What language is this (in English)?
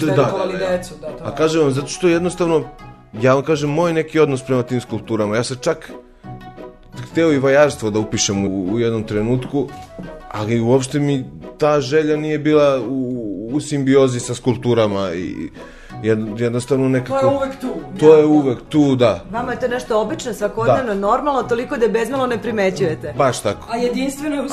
Serbian